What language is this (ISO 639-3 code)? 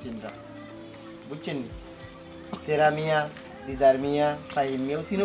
syl